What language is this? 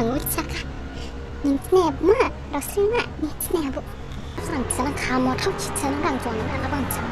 Dimasa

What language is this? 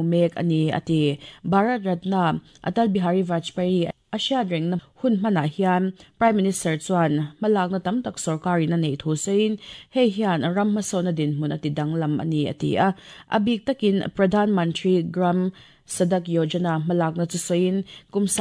Mizo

